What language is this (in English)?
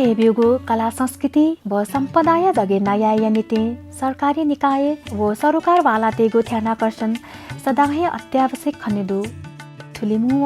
Newari